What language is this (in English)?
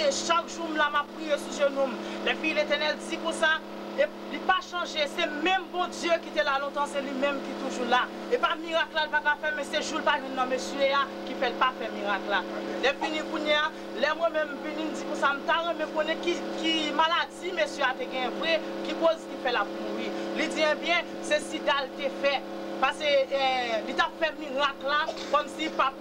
Haitian Creole